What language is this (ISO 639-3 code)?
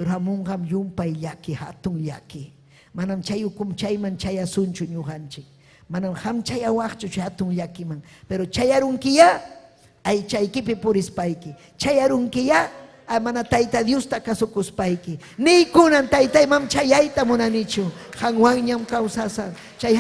quy